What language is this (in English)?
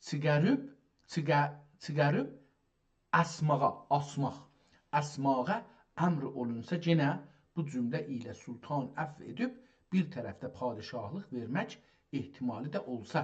South Azerbaijani